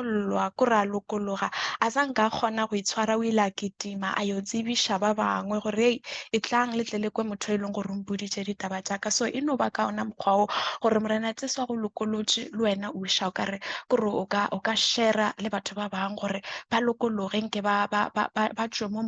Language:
Northern Sotho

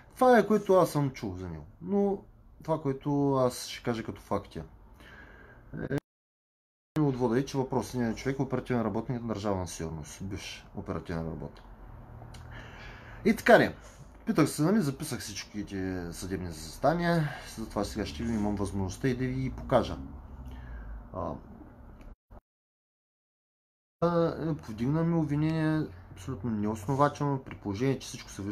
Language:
Bulgarian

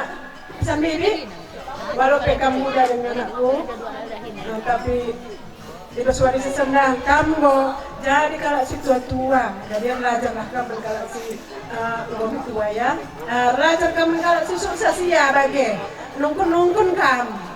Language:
Batak Karo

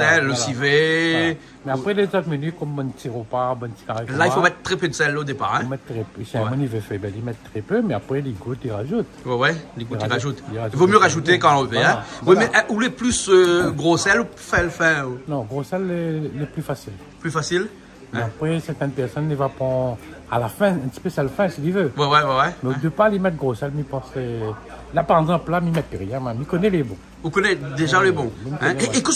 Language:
Réunion Creole French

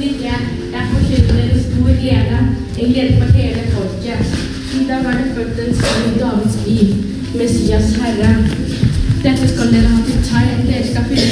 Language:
Norwegian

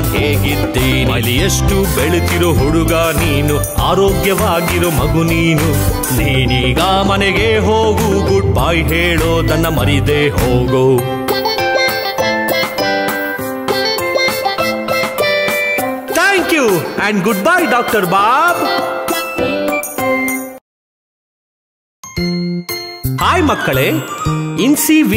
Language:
Kannada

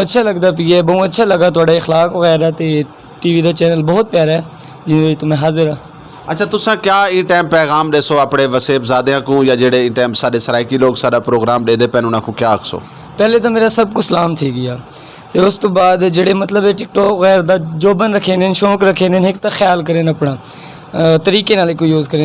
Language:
Saraiki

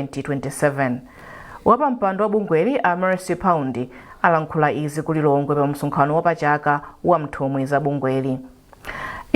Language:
Nyanja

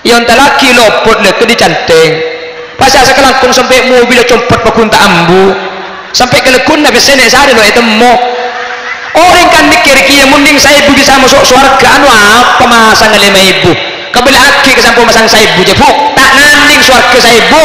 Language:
Madurese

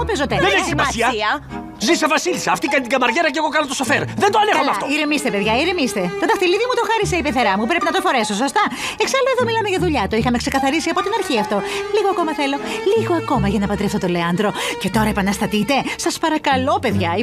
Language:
Greek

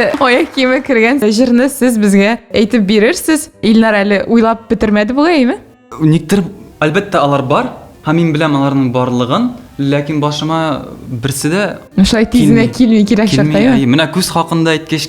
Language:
Tatar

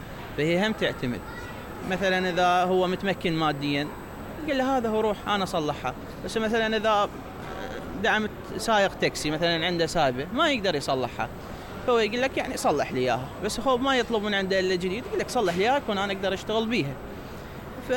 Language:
Mesopotamian Arabic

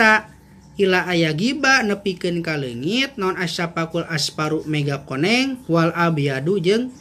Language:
Sundanese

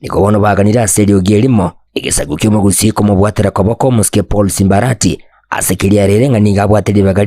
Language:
Gusii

